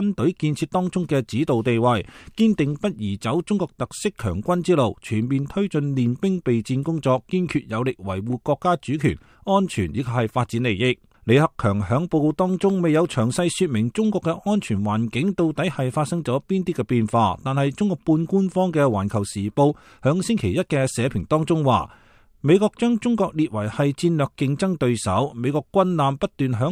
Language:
Cantonese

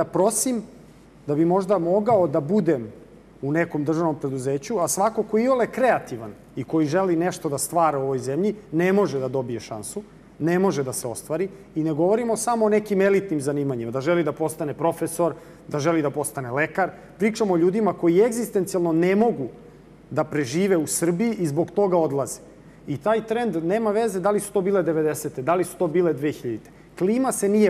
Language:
Serbian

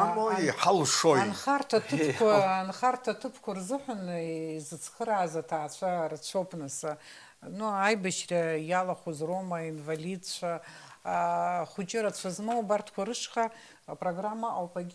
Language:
Abkhazian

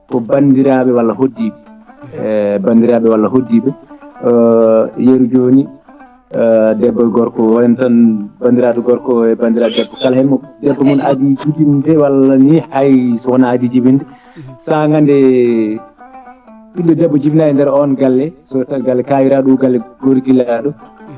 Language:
Fula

